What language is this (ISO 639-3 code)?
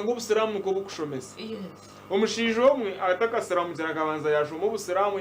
nyn